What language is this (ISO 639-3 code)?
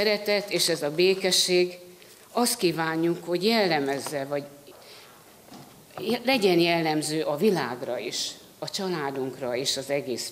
hun